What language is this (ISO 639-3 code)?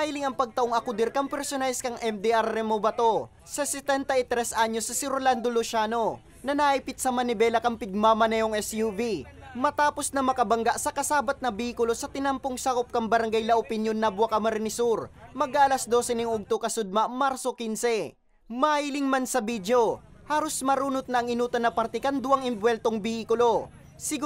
bik